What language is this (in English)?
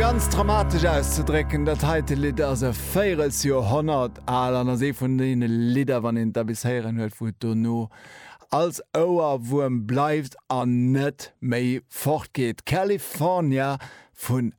Luxembourgish